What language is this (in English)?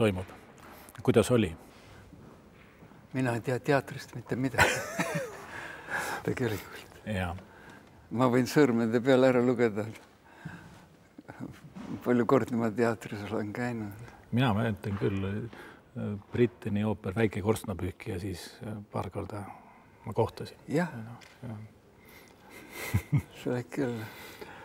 Estonian